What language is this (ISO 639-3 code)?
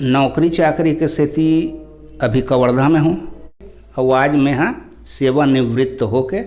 hne